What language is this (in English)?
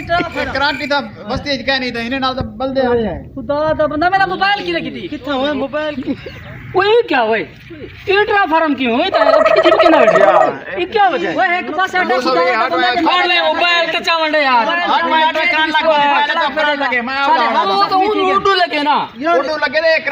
Saraiki